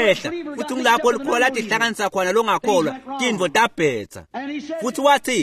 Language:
Swati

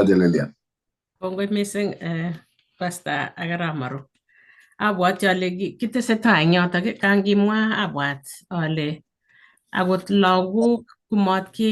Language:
Kalenjin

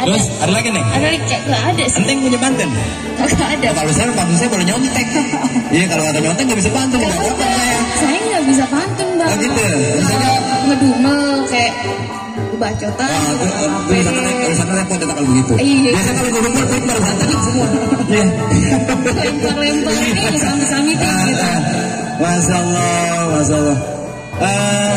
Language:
Betawi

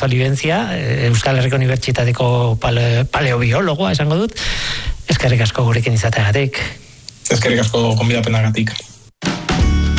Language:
Basque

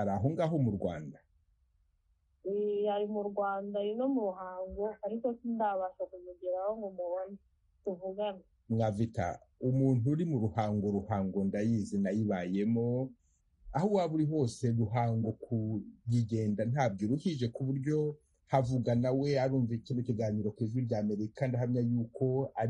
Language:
Kinyarwanda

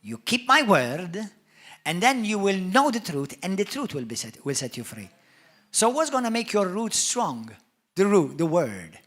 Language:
English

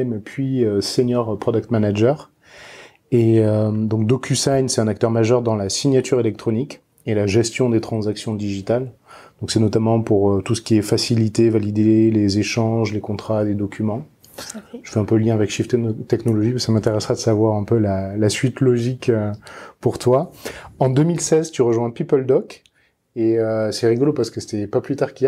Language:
French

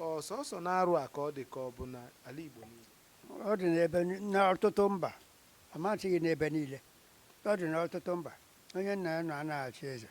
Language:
Igbo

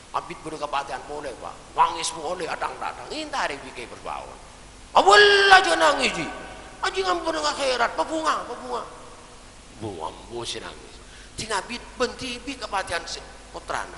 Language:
Madurese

